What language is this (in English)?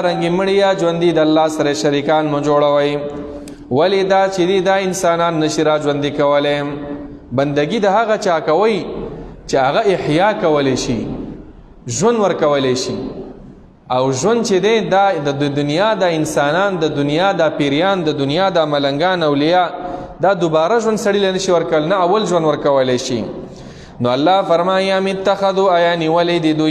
Pashto